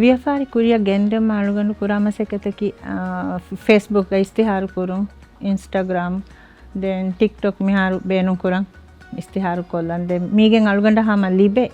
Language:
Divehi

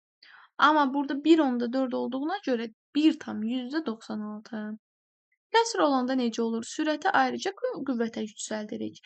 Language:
Azerbaijani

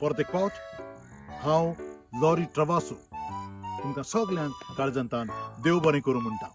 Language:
Konkani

